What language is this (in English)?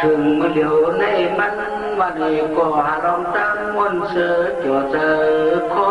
Shan